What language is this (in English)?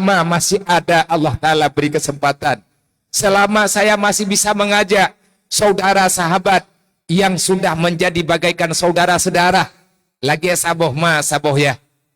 Achinese